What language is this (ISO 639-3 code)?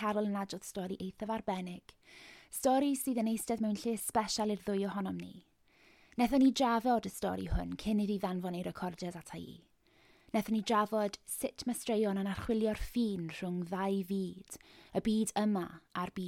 cym